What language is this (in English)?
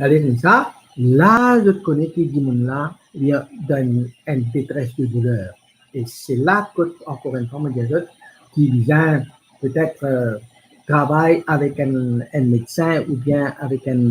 Morisyen